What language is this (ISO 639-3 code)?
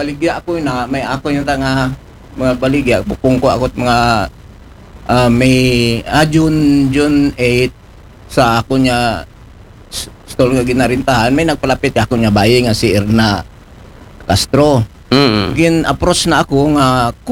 akl